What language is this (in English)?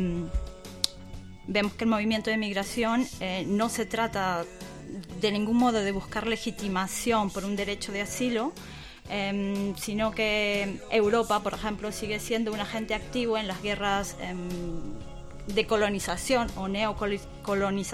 Spanish